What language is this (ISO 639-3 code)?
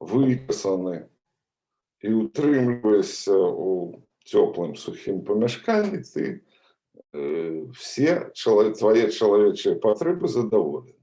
bel